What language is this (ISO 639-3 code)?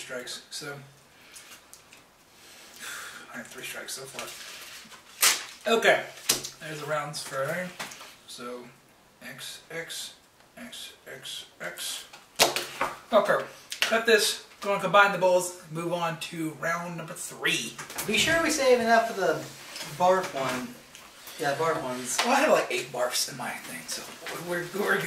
eng